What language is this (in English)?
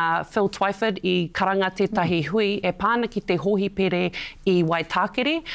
Māori